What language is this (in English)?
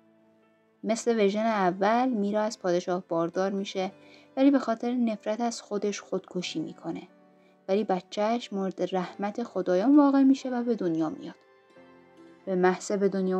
Persian